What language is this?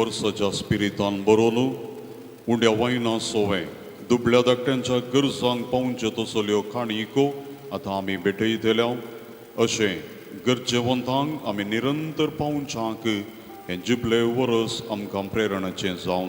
Konkani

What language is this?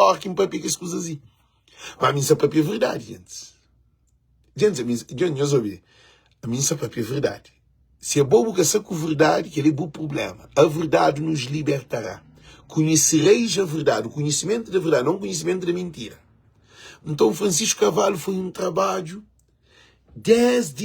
Kabuverdianu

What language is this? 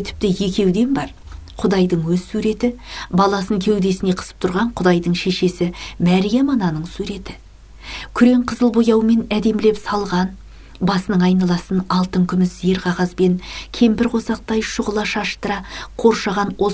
Kazakh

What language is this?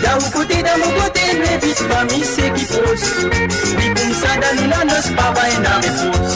Morisyen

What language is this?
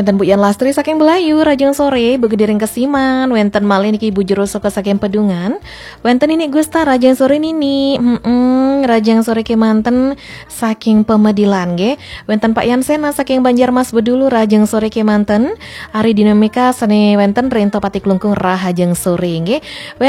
Balinese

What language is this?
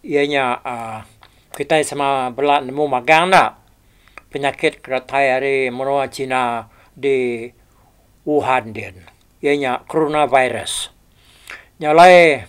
Iban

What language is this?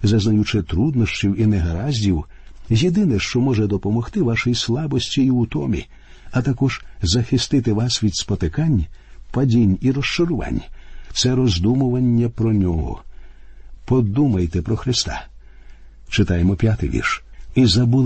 Ukrainian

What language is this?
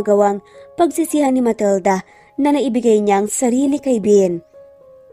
Filipino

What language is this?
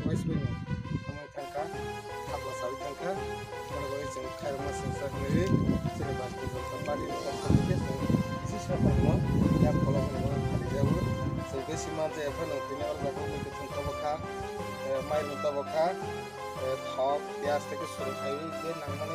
Kok Borok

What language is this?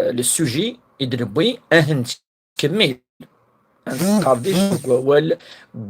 Kabyle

